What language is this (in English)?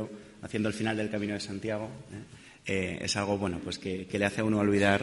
Spanish